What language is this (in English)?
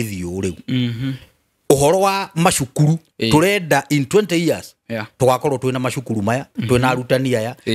Kikuyu